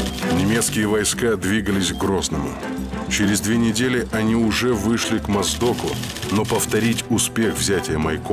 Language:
Russian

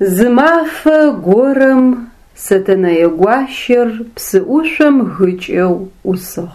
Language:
Adyghe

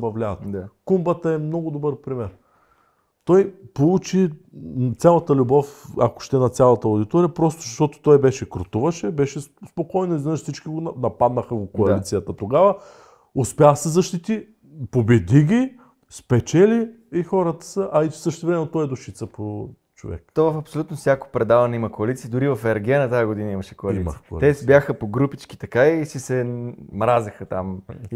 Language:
Bulgarian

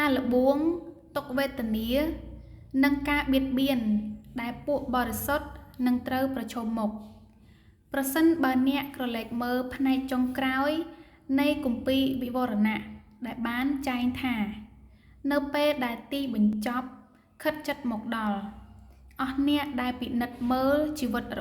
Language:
Khmer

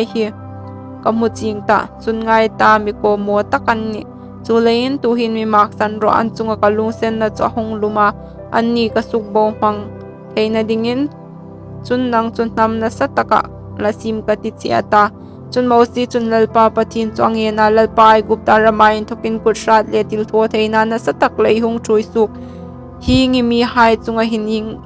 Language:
Hmar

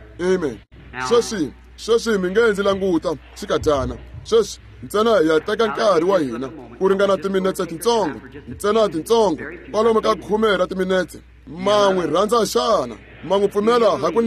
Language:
Tsonga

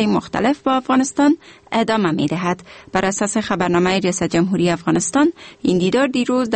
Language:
Persian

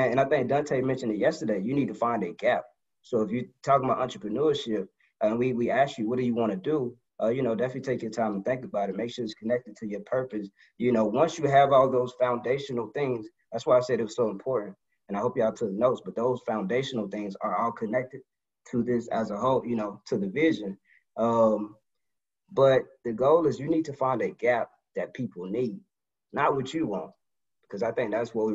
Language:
English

